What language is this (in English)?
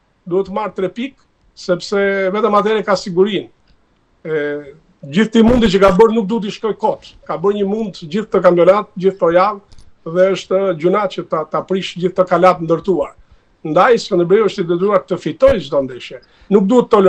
Albanian